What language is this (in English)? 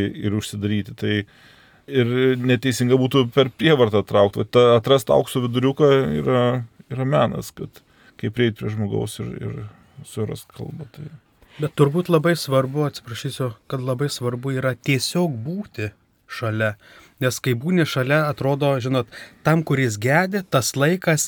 Lithuanian